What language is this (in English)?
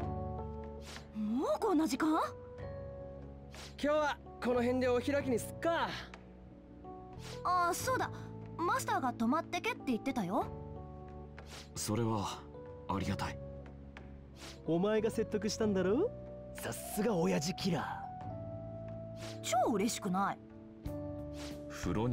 Japanese